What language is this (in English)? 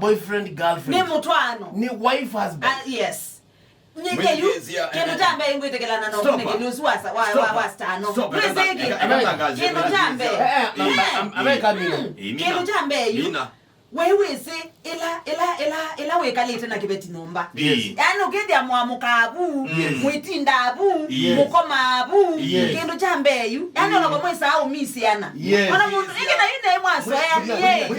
Kamba